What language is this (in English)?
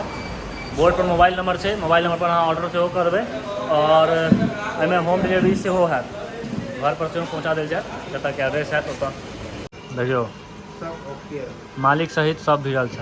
Maithili